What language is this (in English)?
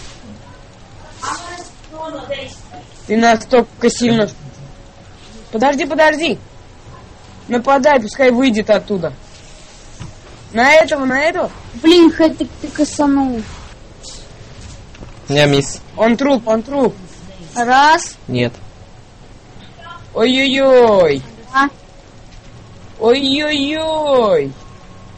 Russian